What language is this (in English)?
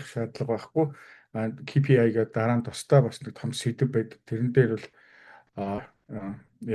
Mongolian